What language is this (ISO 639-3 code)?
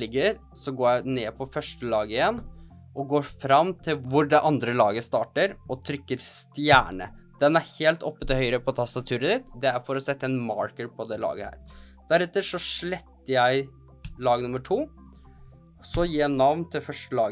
nor